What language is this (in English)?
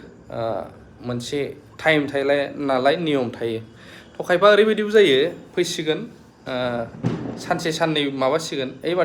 Bodo